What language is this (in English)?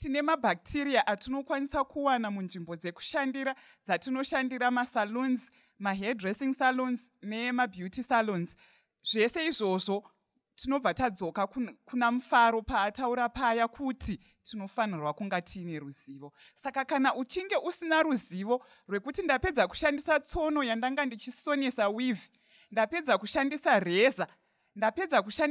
Shona